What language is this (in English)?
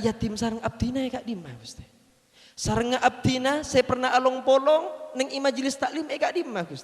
Madurese